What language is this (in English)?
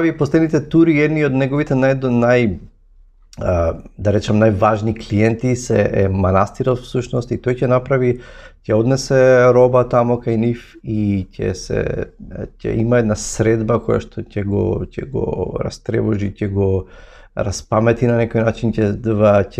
Macedonian